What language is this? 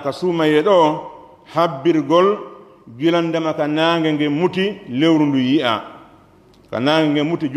Pular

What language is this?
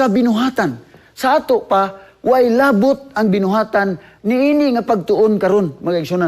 Cebuano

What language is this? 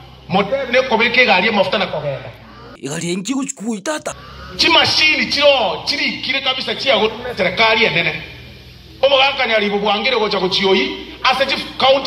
Gusii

